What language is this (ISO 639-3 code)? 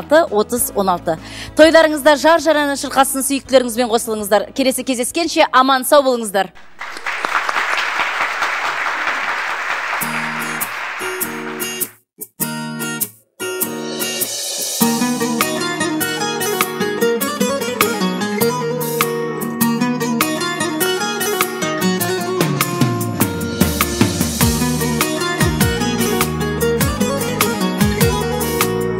kaz